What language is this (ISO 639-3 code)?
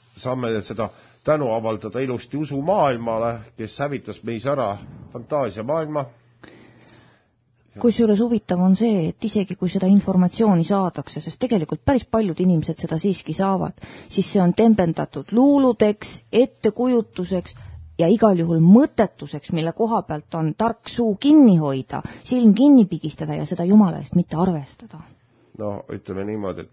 est